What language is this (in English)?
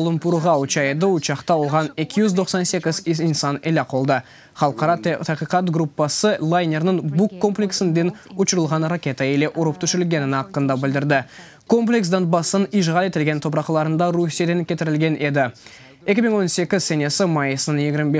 Crimean Tatar